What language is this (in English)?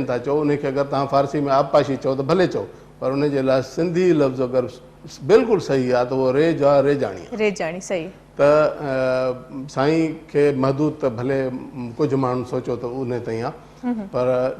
Sindhi